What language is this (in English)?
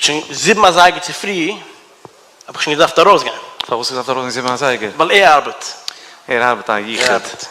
Yiddish